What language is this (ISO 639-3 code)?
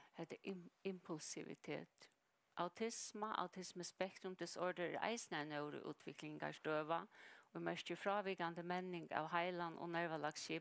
fao